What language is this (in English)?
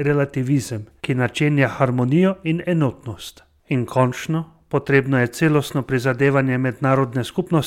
Slovenian